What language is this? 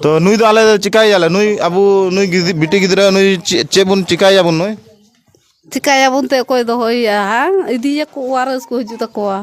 Santali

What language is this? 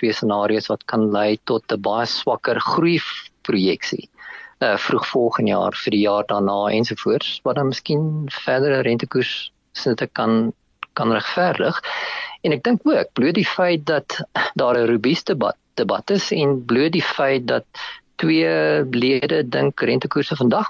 Afrikaans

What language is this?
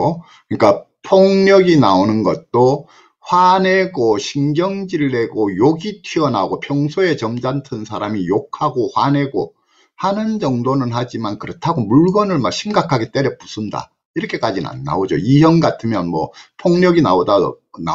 Korean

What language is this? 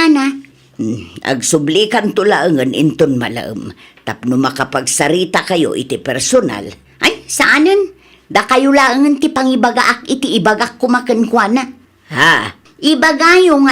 Iloko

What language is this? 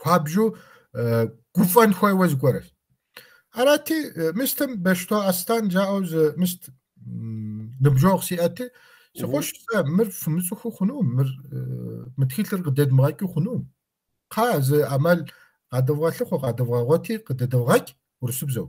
Kabardian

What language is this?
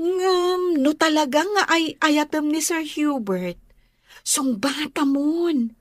Iloko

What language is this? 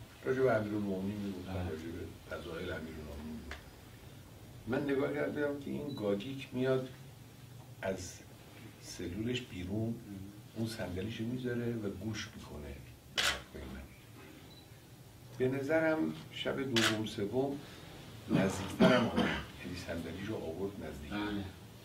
Persian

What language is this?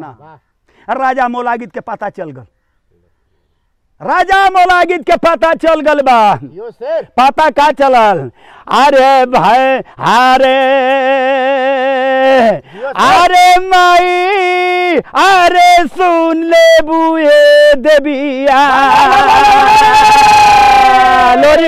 Bhojpuri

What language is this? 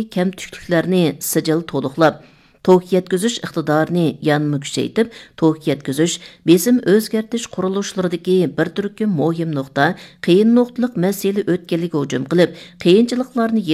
Uyghur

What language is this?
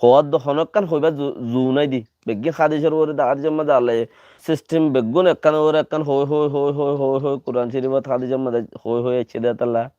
Rohingya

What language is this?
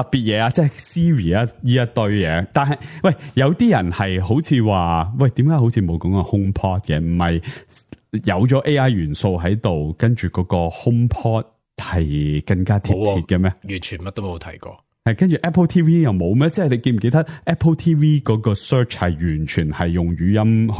Cantonese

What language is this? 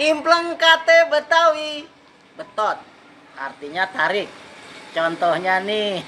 Betawi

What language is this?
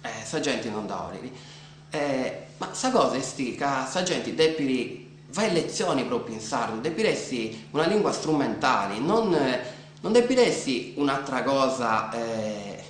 Sardinian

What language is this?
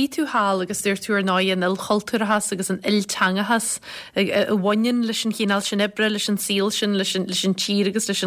Irish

